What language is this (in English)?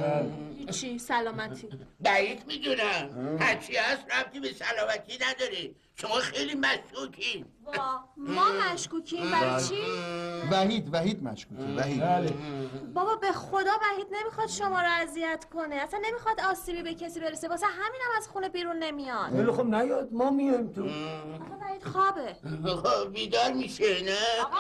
Persian